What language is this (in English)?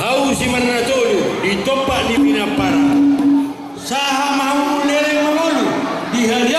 Batak Toba